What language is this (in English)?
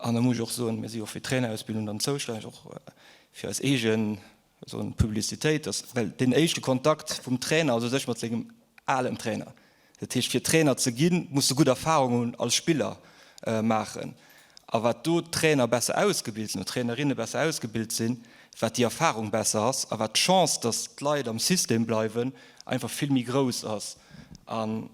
Luxembourgish